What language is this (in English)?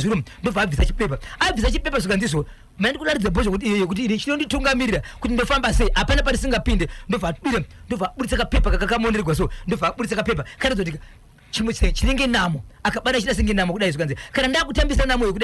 Shona